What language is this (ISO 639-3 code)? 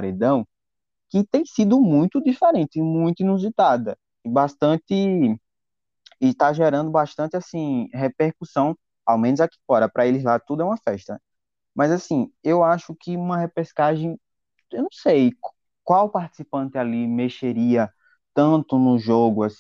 por